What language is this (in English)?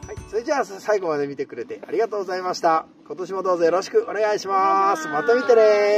Japanese